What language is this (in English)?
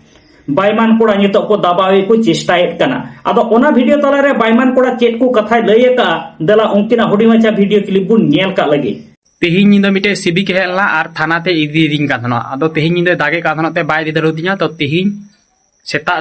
Santali